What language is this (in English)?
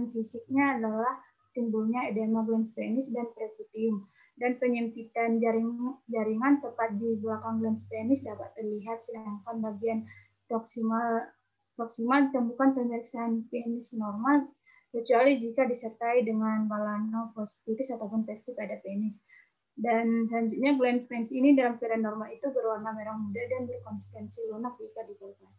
Indonesian